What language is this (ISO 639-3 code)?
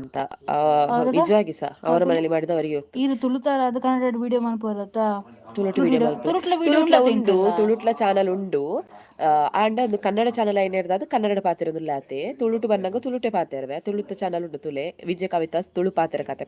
tcy